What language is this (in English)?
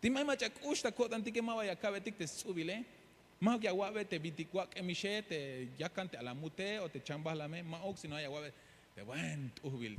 Tzeltal